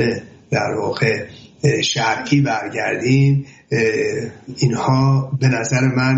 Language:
Persian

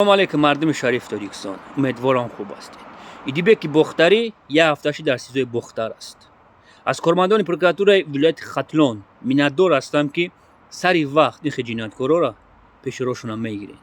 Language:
Tajik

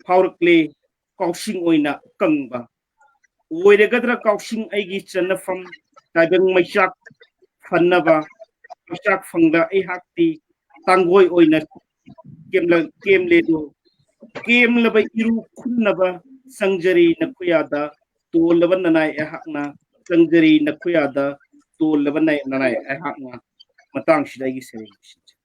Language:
Manipuri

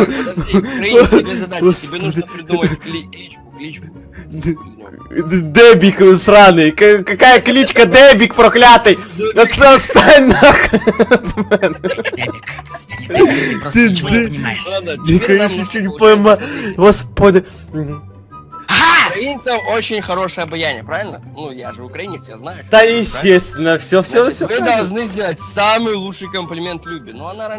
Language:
Russian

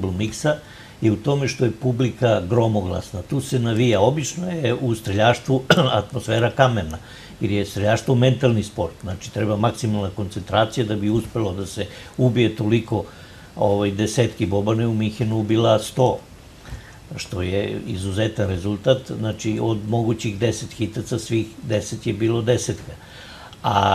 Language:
Serbian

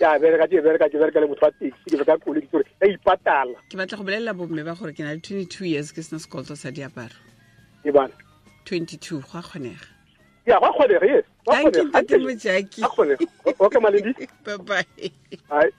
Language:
Tswana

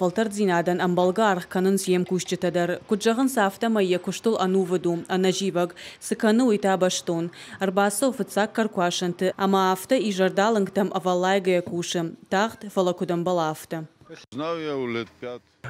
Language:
Ossetic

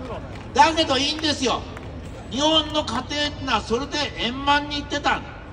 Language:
Japanese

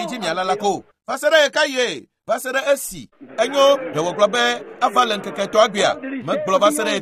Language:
Ewe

